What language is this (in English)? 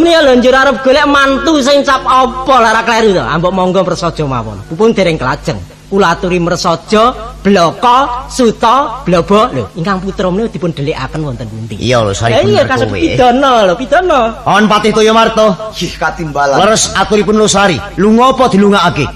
Javanese